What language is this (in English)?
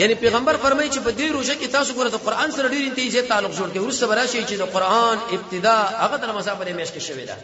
Pashto